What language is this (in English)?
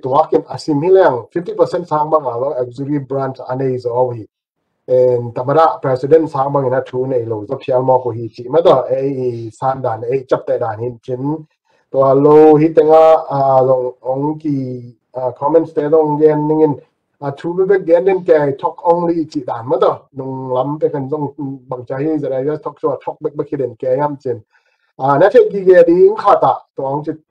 Tedim Chin